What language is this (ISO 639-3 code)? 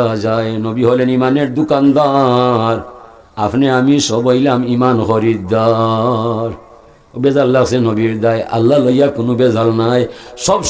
syl